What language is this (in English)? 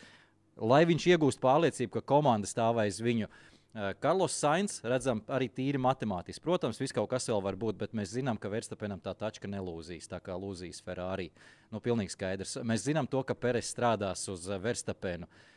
Latvian